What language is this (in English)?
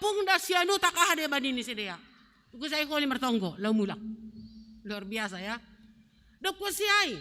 Batak Simalungun